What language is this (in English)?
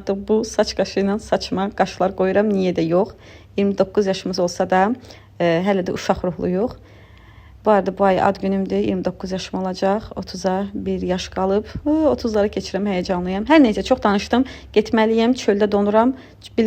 Azerbaijani